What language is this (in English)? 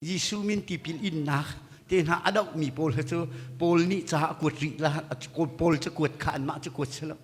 Hakha Chin